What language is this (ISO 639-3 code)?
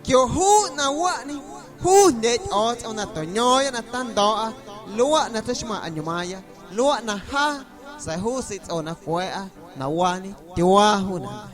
amu